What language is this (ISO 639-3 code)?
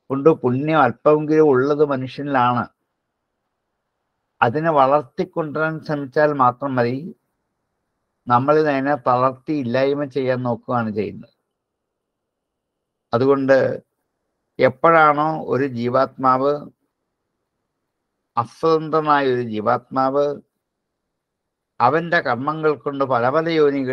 mal